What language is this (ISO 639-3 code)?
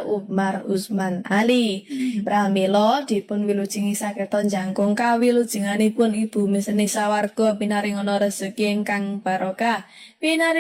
jav